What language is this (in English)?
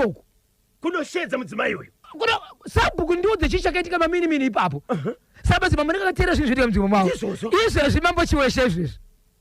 Shona